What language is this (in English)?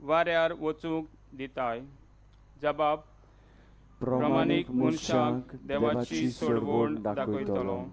Konkani